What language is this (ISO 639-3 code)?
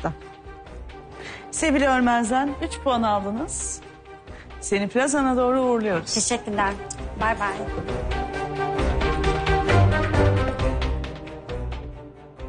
tur